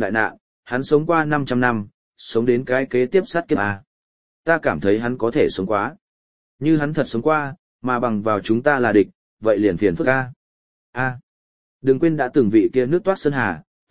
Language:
Vietnamese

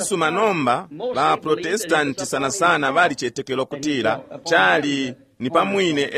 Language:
Bemba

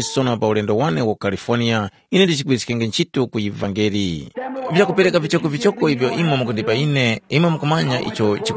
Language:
Tumbuka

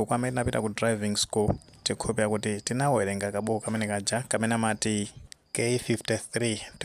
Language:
Nyanja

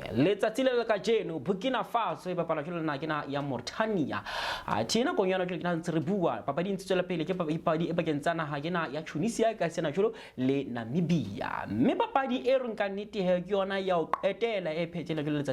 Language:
Southern Sotho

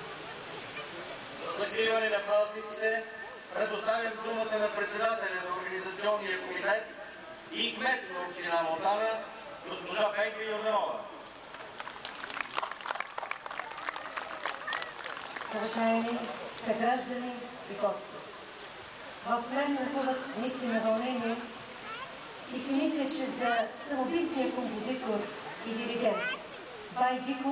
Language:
Bulgarian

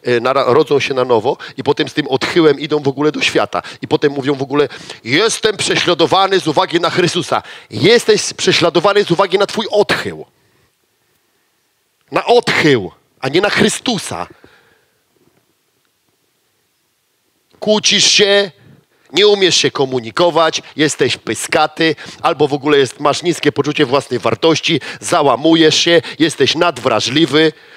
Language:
Polish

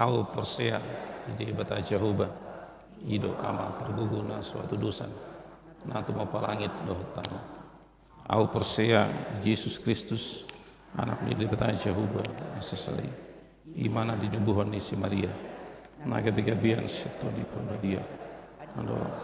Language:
Batak Toba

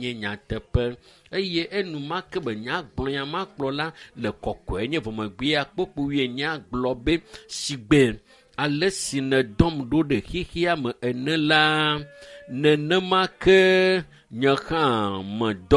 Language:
Ewe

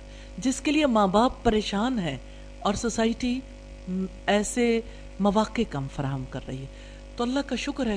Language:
Urdu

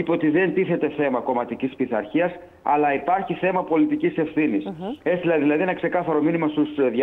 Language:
Greek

